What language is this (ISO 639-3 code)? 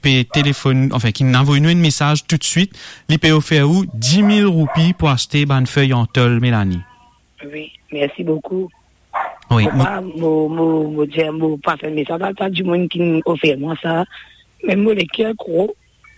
mfe